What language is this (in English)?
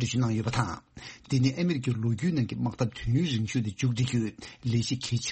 Tibetan